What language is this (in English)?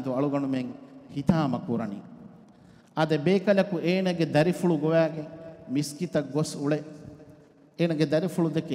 Divehi